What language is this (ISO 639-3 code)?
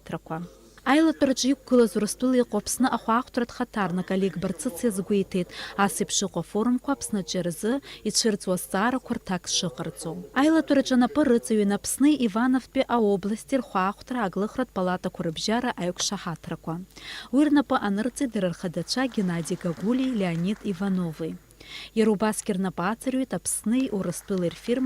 abk